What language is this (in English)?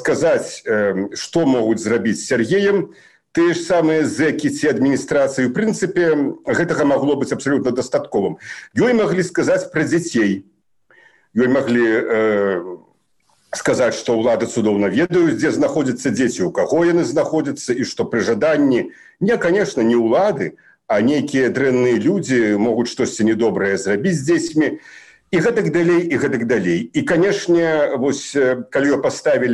Belarusian